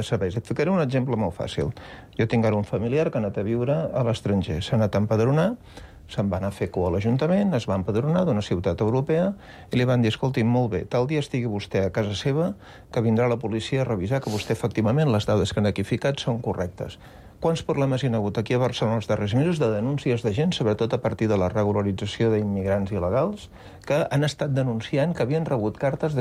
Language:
Catalan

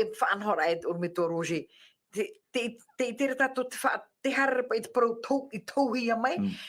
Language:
Tahitian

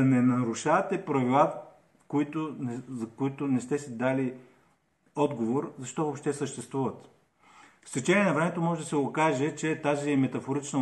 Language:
Bulgarian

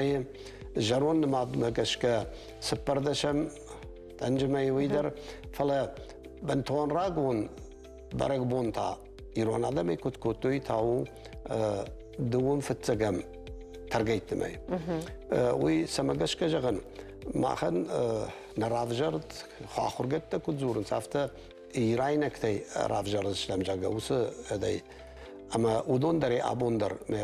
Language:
Ossetic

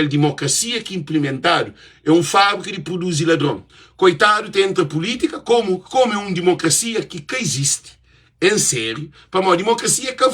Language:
Kabuverdianu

